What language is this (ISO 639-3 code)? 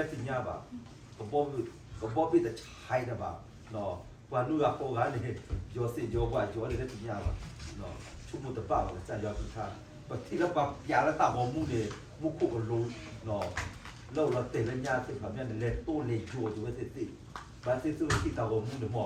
ksw